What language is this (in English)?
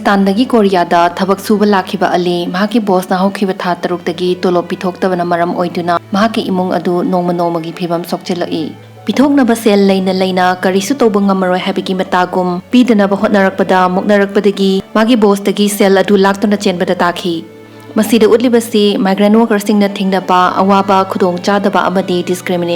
Manipuri